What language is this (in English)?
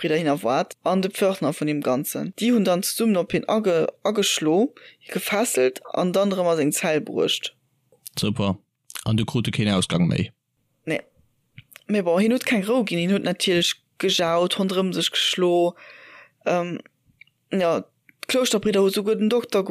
Luxembourgish